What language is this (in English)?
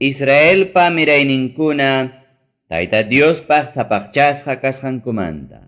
Ayacucho Quechua